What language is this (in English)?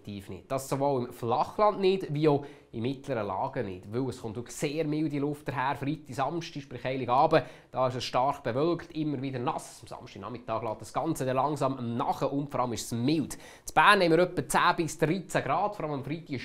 Swiss German